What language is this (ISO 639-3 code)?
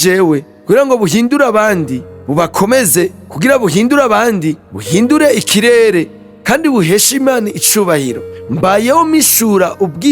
run